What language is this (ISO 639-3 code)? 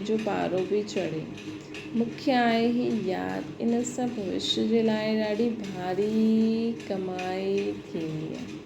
snd